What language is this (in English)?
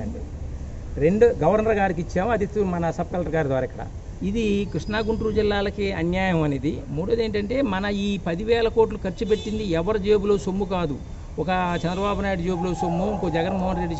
Telugu